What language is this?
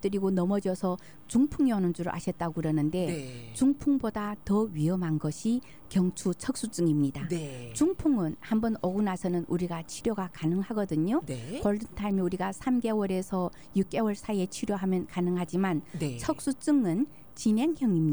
Korean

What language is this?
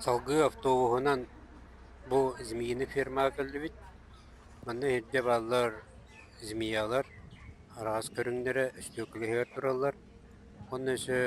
Yakut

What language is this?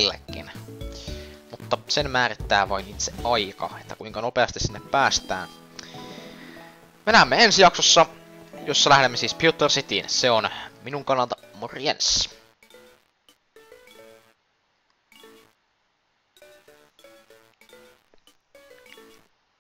Finnish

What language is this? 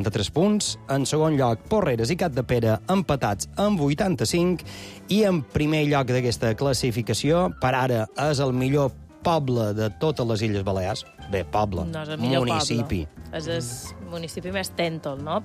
Catalan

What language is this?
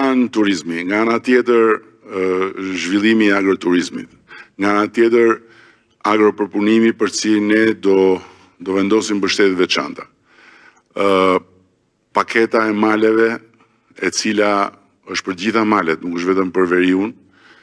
Albanian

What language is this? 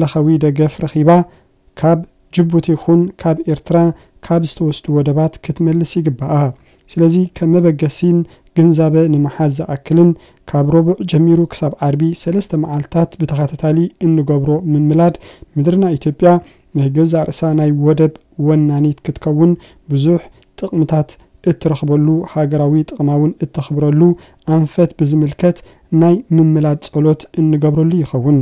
Tigrinya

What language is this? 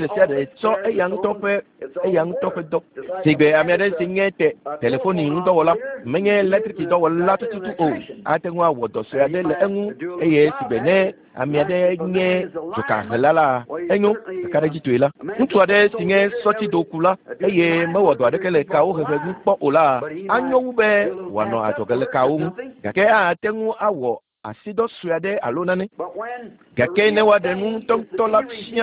Ewe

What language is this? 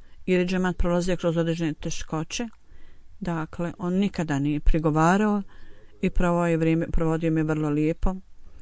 Bosnian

